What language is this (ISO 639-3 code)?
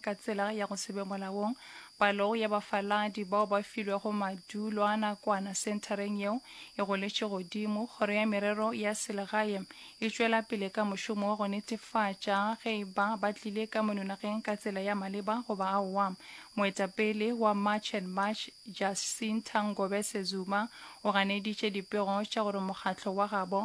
nso